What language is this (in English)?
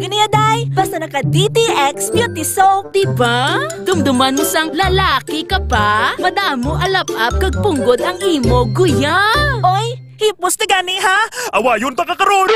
Hiligaynon